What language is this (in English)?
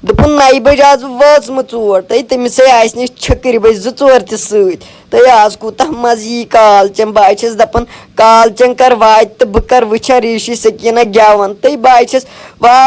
Kashmiri